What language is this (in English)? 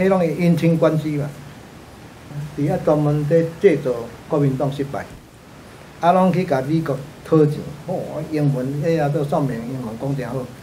Min Nan Chinese